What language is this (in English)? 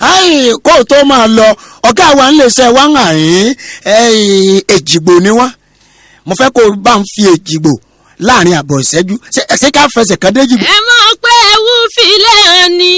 Yoruba